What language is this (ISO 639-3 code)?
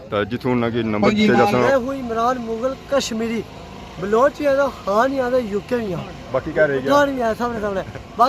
phr